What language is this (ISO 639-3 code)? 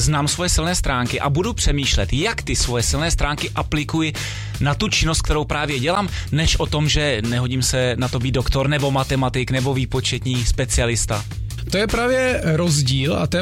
ces